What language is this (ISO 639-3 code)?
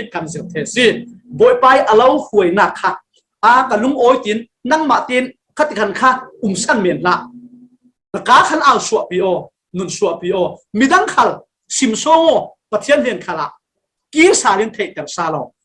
cfm